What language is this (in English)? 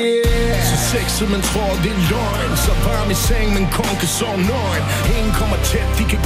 Danish